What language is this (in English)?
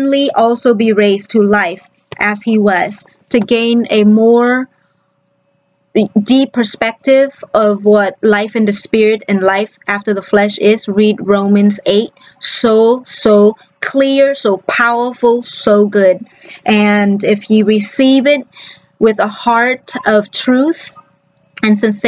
English